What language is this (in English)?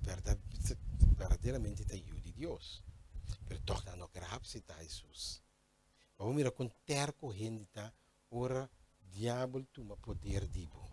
Papiamento